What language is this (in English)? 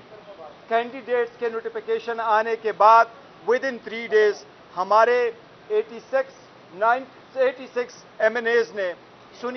Urdu